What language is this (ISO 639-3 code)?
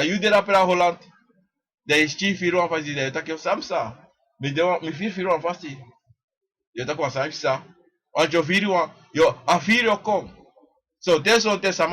srn